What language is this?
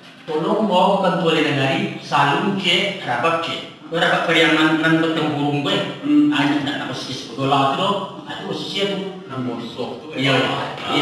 Minangkabau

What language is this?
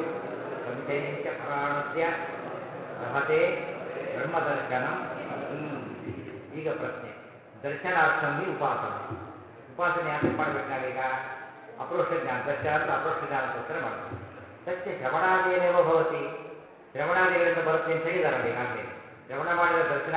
Kannada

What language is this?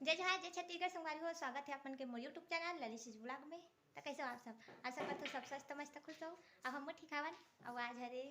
Chhattisgarhi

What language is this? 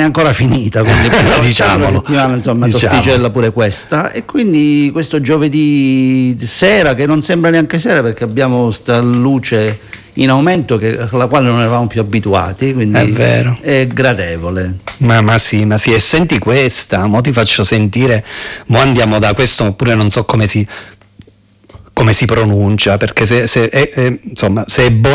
Italian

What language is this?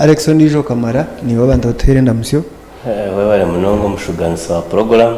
Nyankole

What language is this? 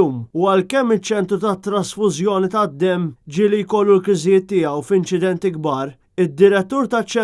Maltese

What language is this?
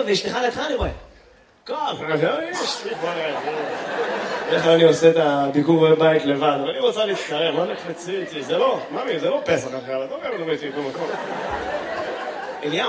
Hebrew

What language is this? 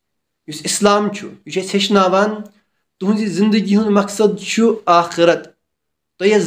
Kashmiri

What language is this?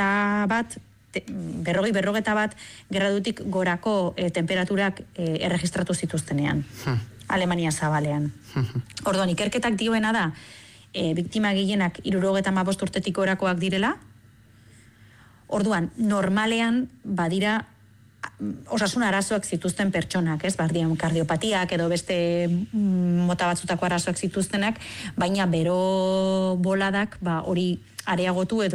Basque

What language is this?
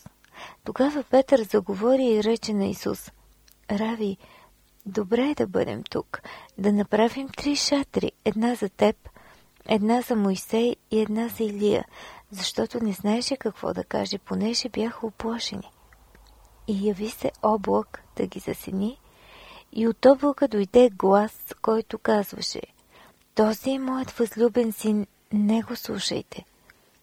Bulgarian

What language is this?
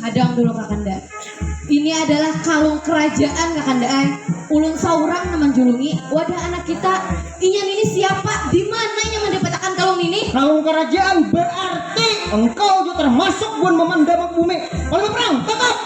Banjar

